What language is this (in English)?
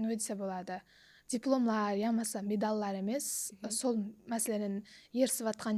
Kara-Kalpak